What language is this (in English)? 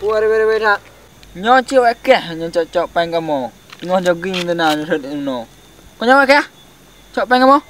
Achinese